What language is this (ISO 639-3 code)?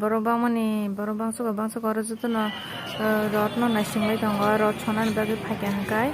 trp